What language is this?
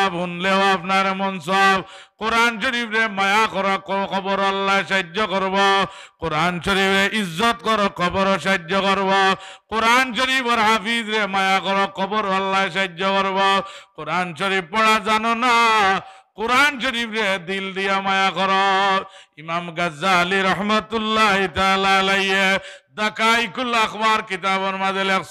Sylheti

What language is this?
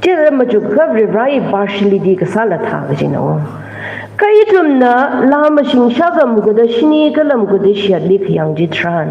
Tangkhul Naga (India)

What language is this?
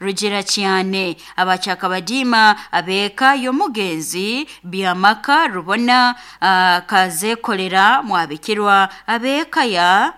Nyoro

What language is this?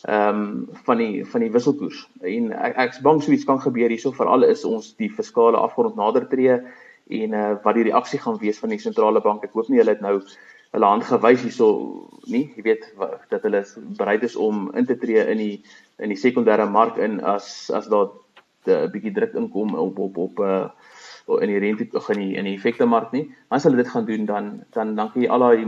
Afrikaans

